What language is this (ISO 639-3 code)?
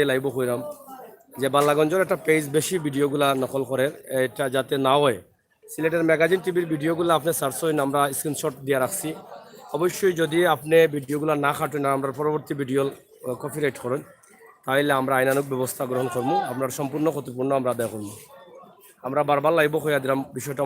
syl